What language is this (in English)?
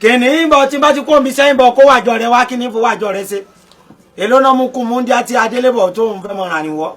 Yoruba